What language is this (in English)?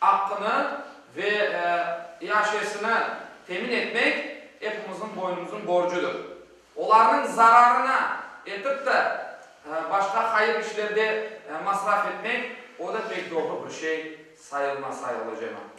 Crimean Tatar